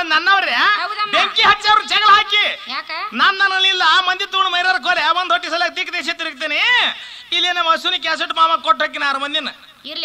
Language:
Kannada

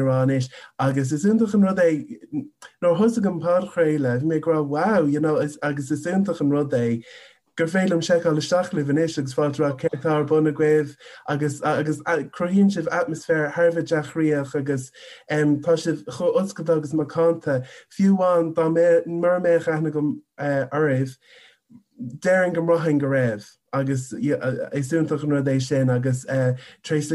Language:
Irish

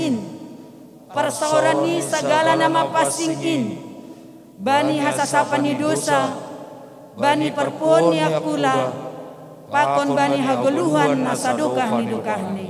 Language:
Batak Simalungun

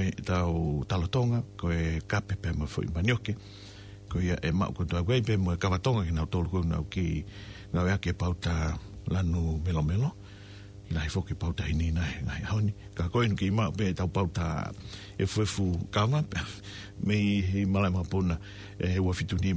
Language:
Tongan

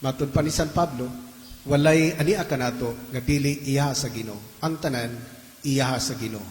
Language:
Cebuano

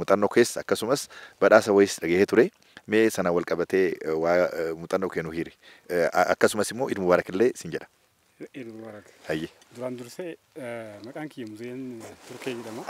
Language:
Oromo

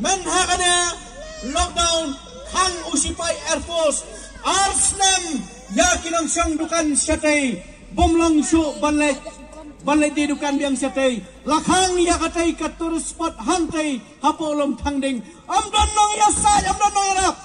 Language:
Khasi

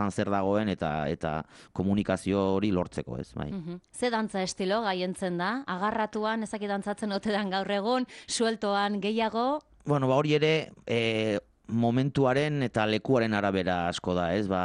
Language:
Basque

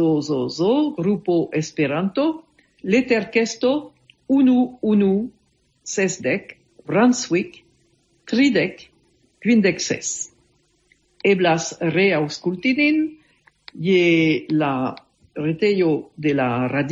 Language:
Esperanto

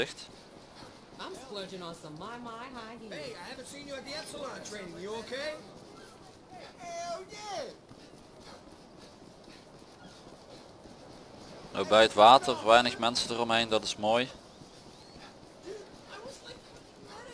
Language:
Dutch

